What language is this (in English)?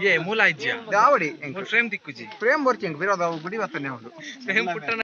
Tulu